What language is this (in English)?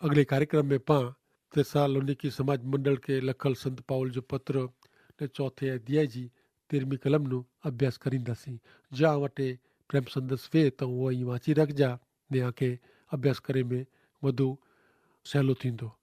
Kachhi